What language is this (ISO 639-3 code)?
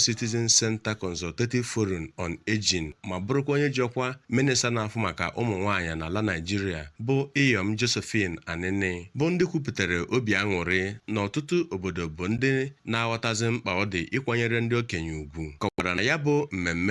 ibo